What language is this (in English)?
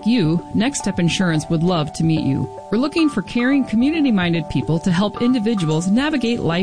English